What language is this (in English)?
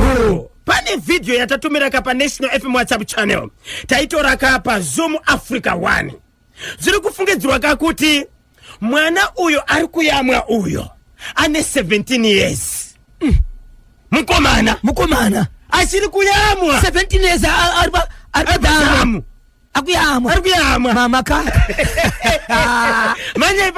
Shona